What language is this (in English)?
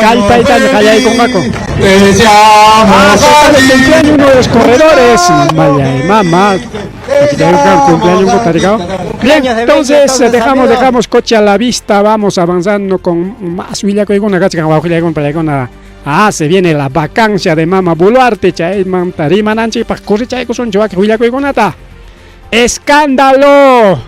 Ayacucho Quechua